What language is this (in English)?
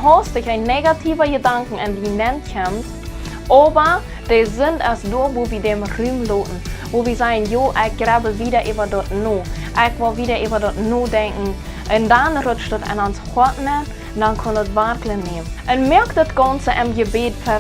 Plautdietsch